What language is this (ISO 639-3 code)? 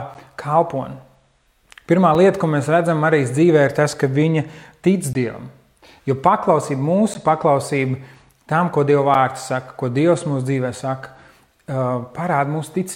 lav